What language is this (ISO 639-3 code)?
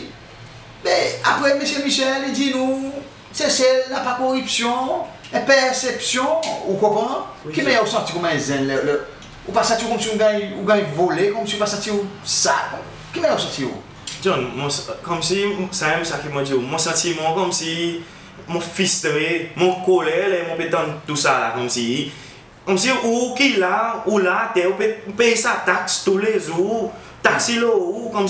crs